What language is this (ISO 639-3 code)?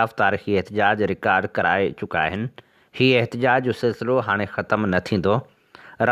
snd